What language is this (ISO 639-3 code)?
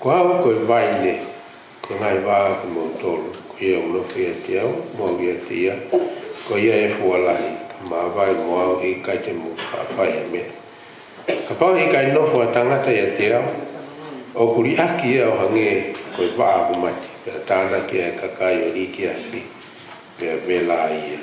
ton